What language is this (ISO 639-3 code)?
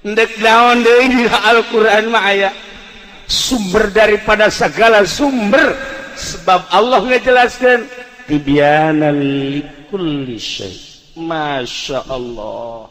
sun